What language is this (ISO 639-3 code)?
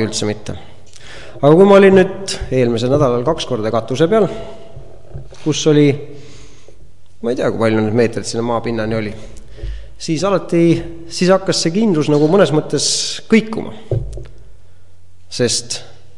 est